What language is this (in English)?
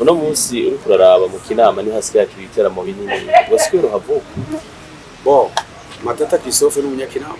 Rundi